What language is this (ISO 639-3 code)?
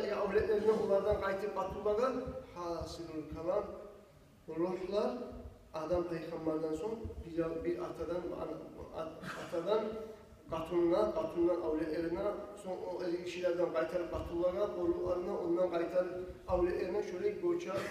kum